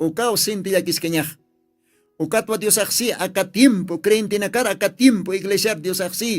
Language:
Aymara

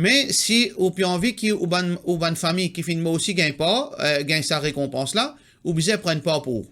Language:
Morisyen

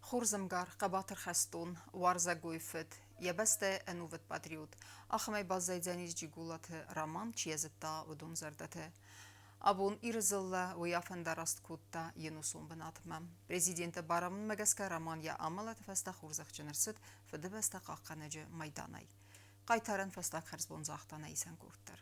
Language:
Ossetic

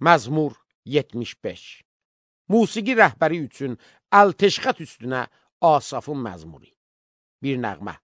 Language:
Azerbaijani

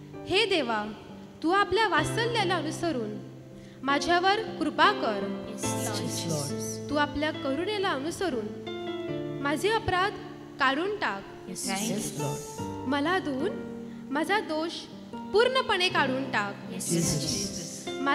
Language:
Marathi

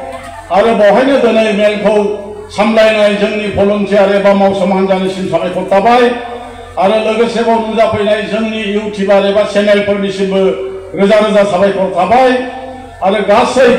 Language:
Bodo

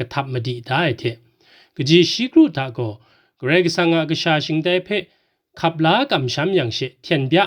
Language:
Kachin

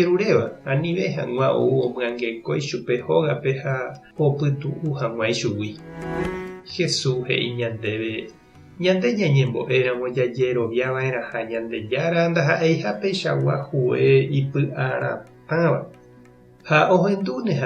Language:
Guarani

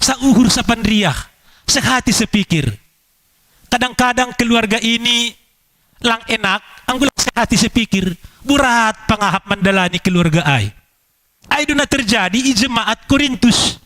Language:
Batak Simalungun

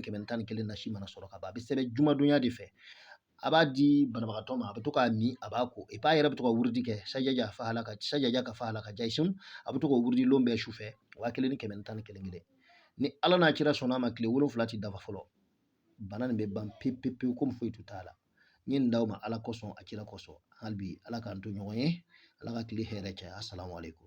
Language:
Bambara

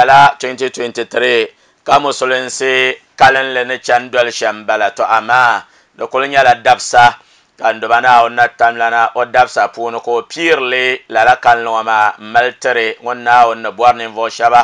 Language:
Dagbani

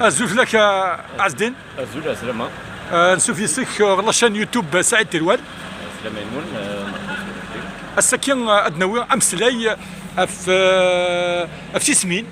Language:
Kabyle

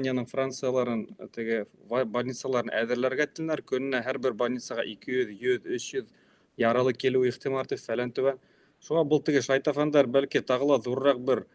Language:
Bashkir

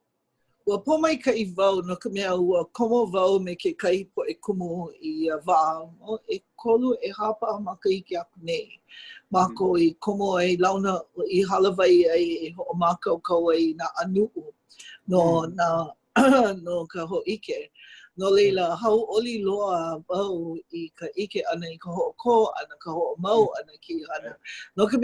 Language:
Hawaiian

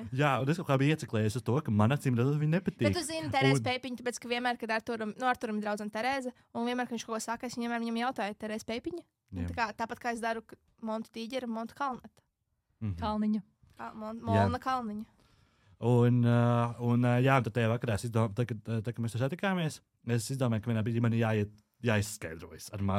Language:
Latvian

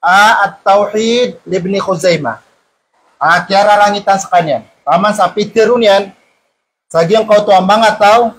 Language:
Maranao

